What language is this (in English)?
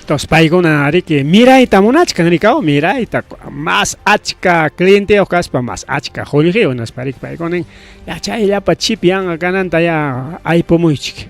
Ayacucho Quechua